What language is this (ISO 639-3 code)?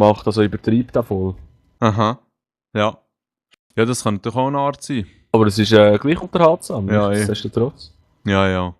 gsw